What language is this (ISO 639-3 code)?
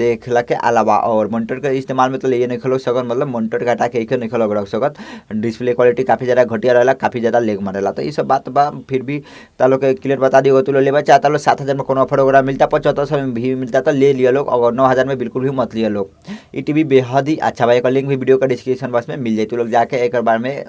bho